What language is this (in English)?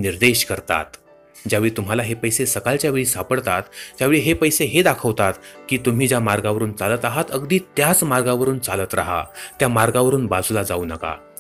Marathi